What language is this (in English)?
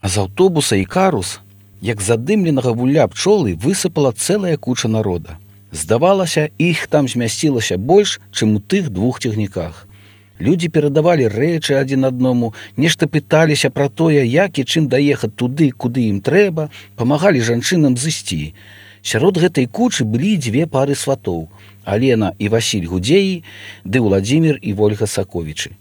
Belarusian